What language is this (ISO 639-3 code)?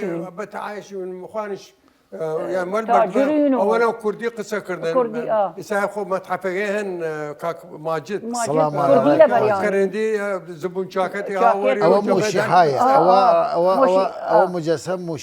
sdh